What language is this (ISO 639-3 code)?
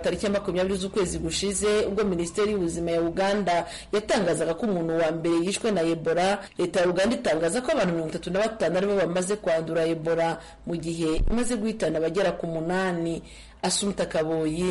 kin